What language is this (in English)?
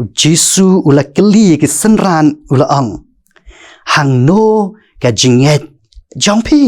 Khasi